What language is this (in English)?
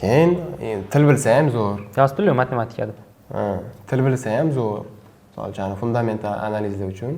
Uzbek